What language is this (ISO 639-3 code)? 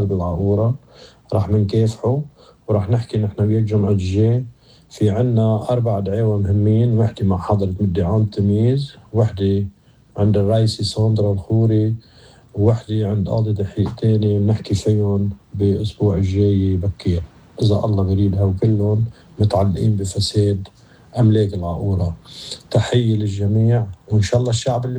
apc